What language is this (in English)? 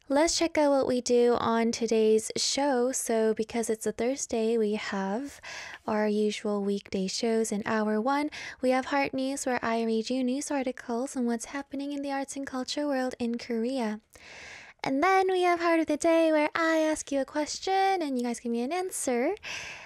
English